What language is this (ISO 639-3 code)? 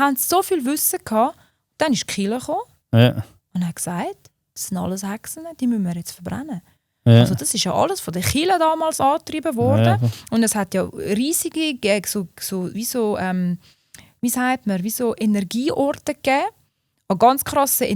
gsw